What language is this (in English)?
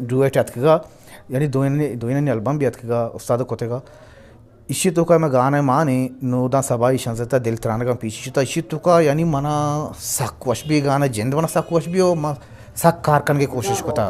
Eastern Balochi